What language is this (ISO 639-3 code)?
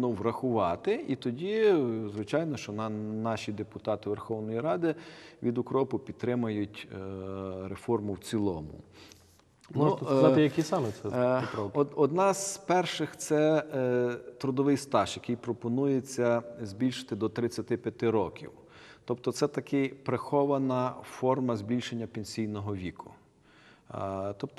ukr